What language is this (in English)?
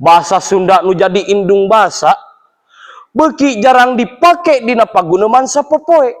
Sundanese